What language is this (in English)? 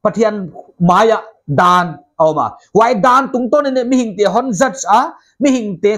Paite Chin